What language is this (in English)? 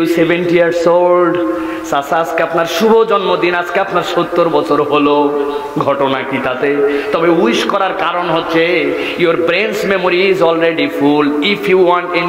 Bangla